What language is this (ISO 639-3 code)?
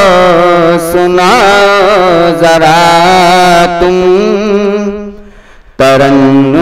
hin